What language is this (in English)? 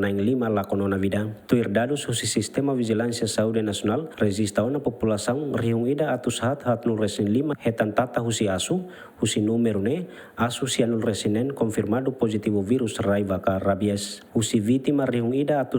Tetum